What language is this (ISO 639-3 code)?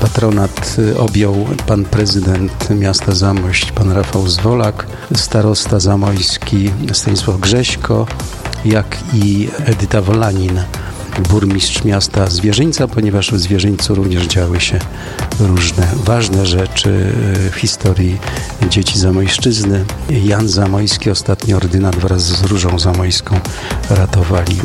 pol